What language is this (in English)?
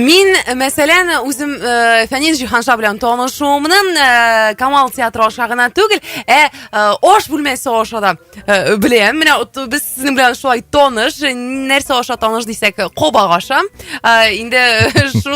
Tatar